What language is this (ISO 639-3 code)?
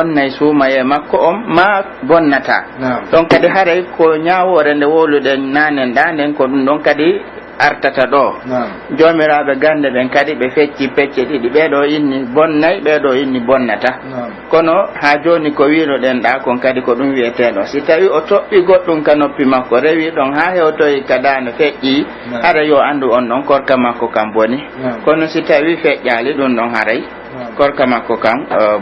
fuf